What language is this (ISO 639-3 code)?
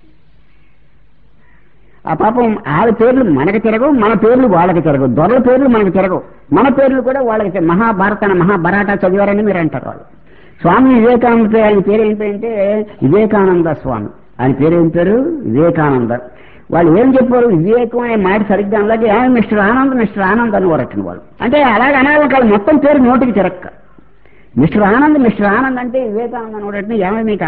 tel